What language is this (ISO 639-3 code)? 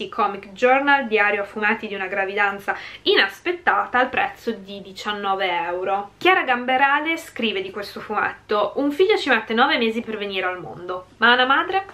ita